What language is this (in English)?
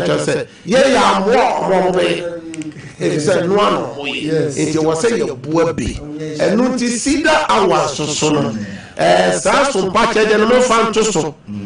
Akan